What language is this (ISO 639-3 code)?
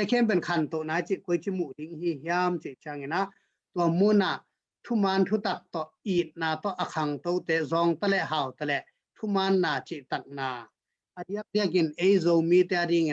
ctd